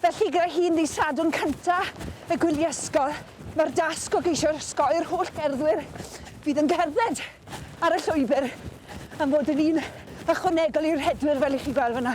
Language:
Welsh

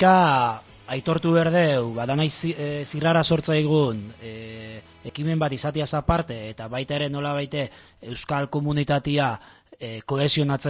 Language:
Basque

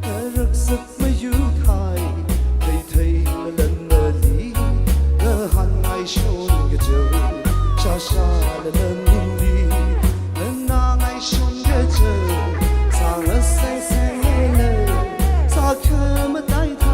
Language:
Tangkhul Naga (India)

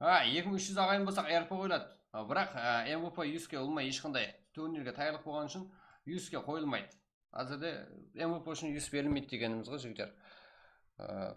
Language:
Kara-Kalpak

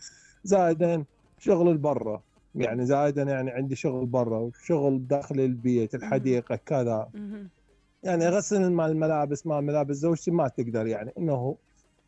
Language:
Mesopotamian Arabic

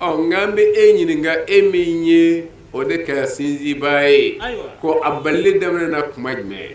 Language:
Bambara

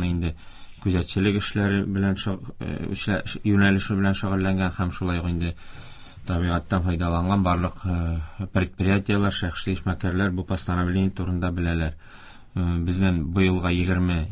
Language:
Tatar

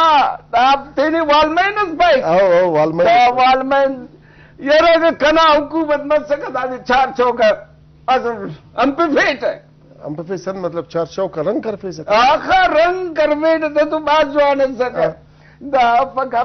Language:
Brahui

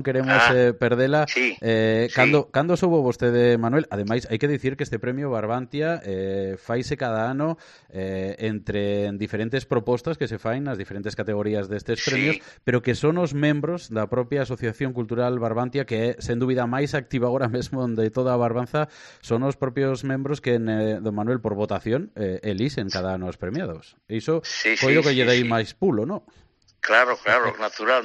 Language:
Galician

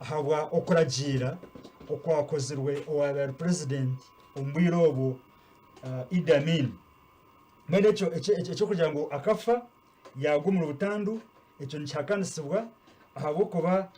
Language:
Nyankole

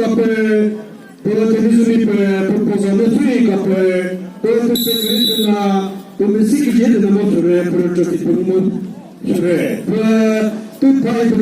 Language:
Chokri Naga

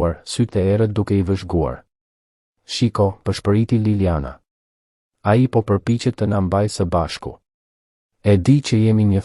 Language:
Albanian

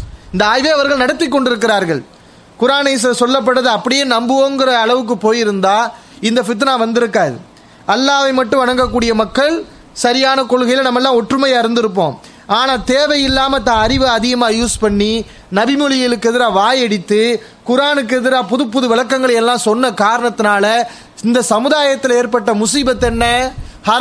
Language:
Tamil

